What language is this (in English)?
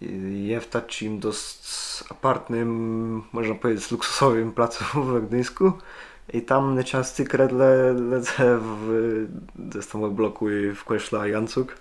Kashubian